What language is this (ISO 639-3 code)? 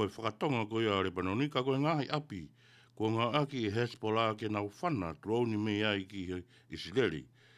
ton